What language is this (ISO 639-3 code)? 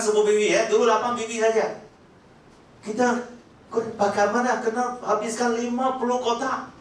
msa